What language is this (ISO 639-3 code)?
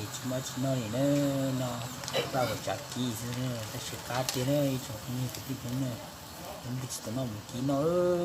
hmn